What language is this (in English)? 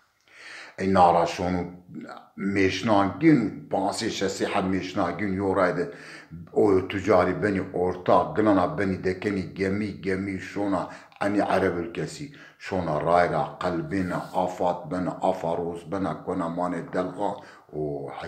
Zaza